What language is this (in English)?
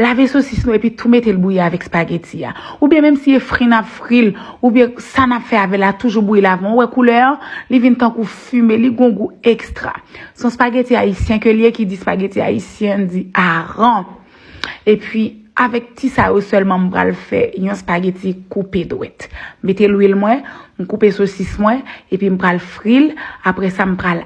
Haitian Creole